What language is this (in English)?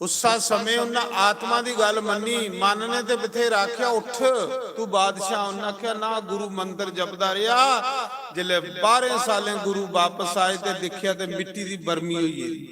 Dogri